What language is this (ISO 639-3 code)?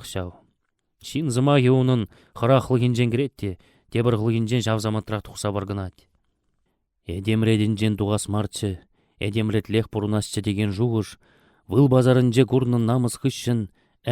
chv